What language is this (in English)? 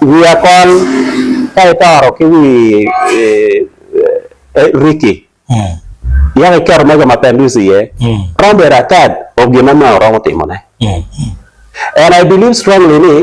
Acoli